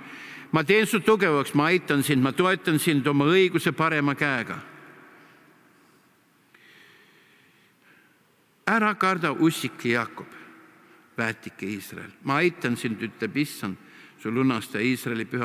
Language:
Estonian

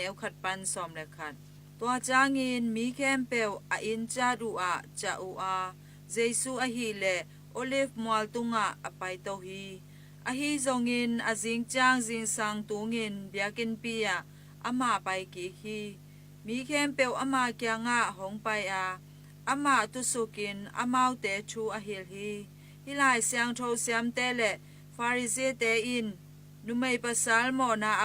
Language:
Tedim Chin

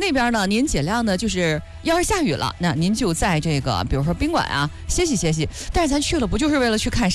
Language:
Chinese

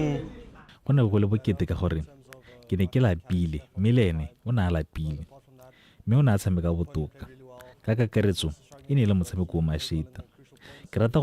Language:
Tswana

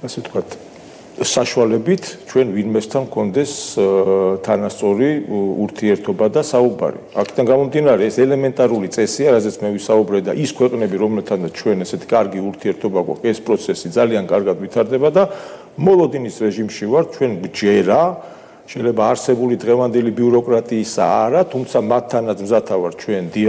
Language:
Georgian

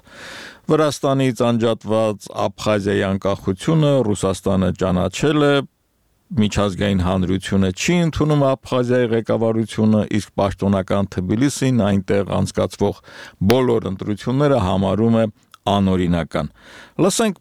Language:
Armenian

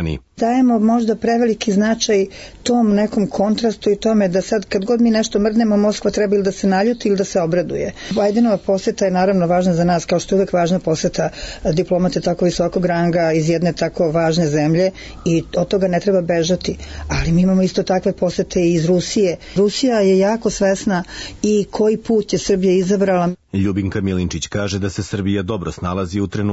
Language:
Serbian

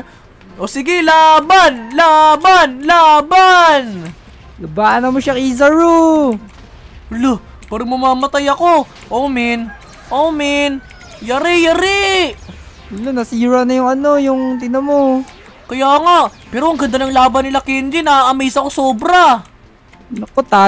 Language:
Filipino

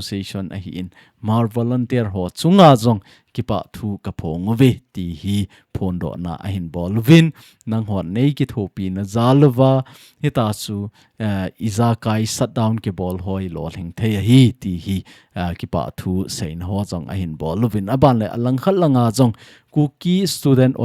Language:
Thado Chin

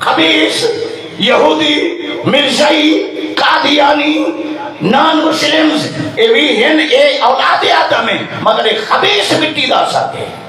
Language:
Saraiki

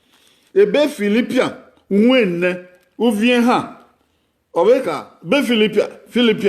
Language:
Bini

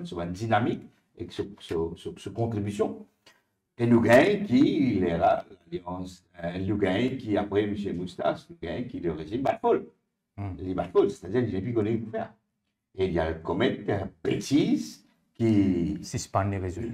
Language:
Morisyen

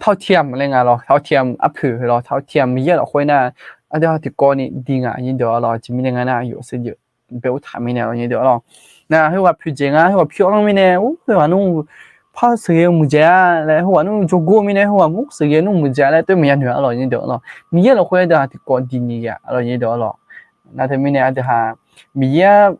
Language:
Akha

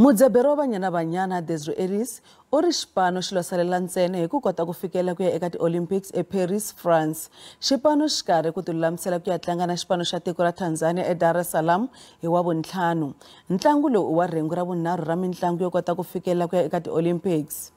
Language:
Tsonga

